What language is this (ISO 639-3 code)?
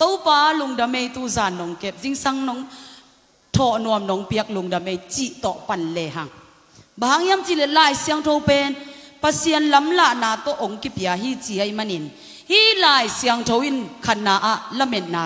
ctd